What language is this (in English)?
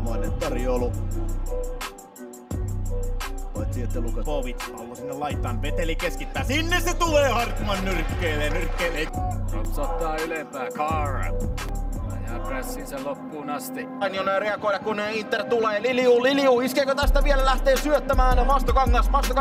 Finnish